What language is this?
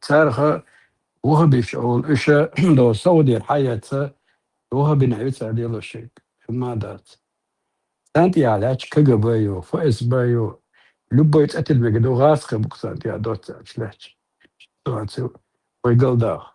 Chechen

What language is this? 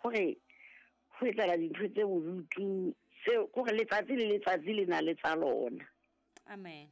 Southern Sotho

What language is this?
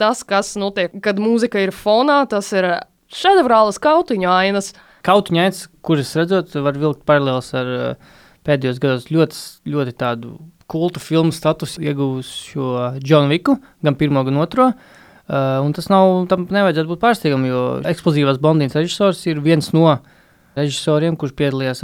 Latvian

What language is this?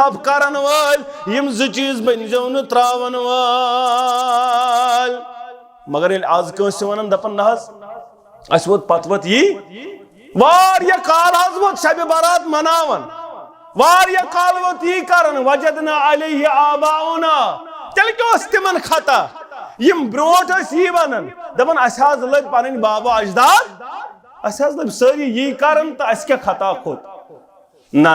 Kashmiri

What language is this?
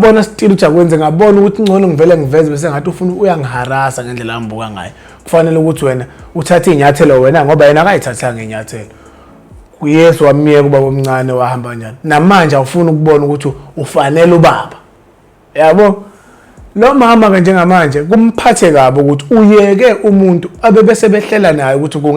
Zulu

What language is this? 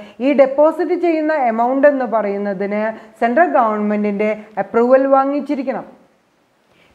Malayalam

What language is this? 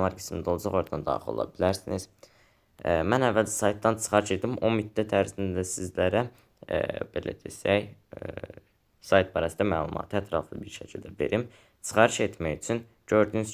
Azerbaijani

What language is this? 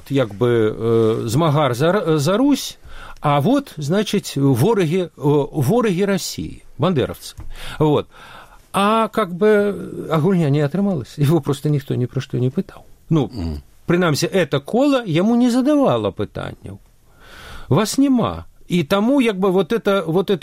Belarusian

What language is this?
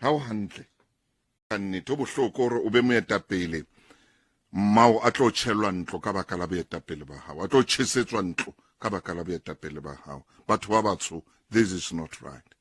Southern Sotho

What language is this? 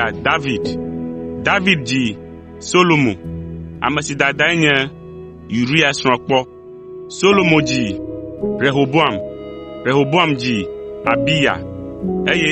Ewe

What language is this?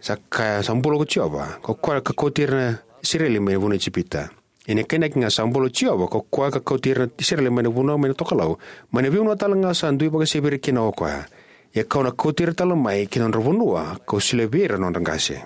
Fijian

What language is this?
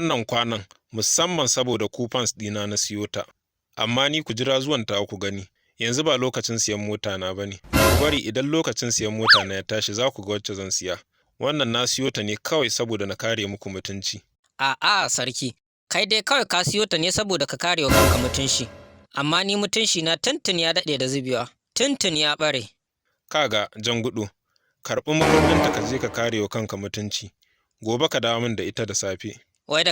Hausa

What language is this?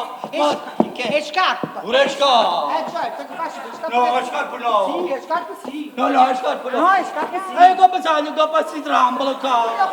Neapolitan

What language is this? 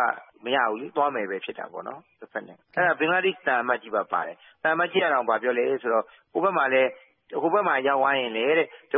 Burmese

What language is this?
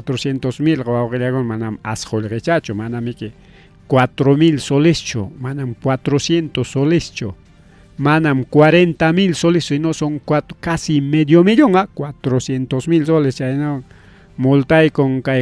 Ayacucho Quechua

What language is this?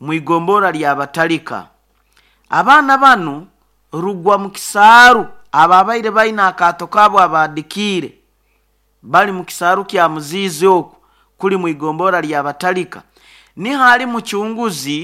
Nyoro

